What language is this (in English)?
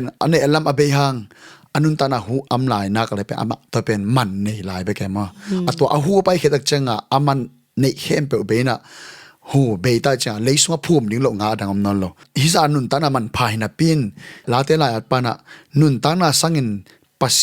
Tedim Chin